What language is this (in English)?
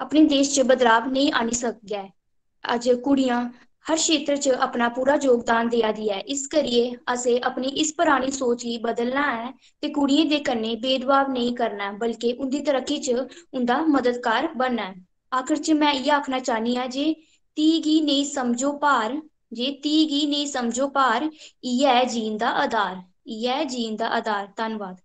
Dogri